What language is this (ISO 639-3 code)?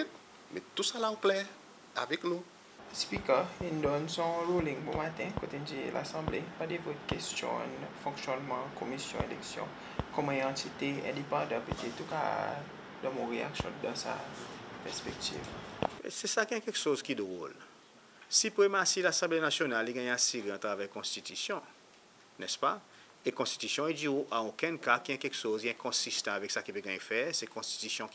crs